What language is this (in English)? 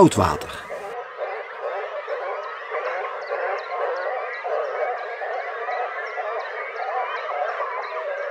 Dutch